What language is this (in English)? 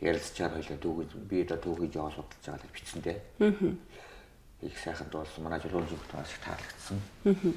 Mongolian